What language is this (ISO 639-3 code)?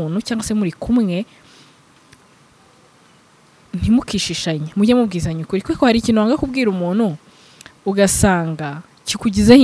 kin